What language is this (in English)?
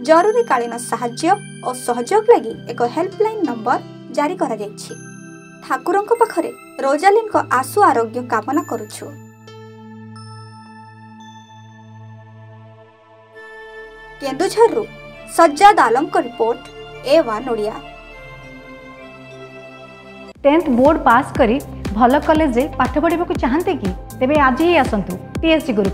Odia